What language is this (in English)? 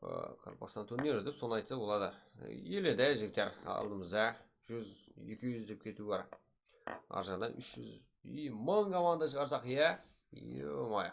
Kara-Kalpak